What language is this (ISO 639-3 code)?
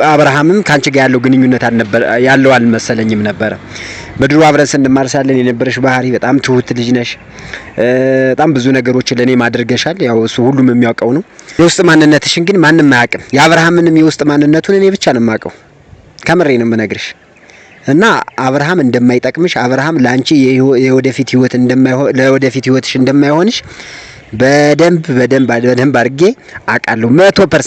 amh